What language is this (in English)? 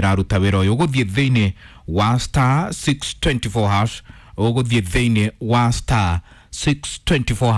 Kikuyu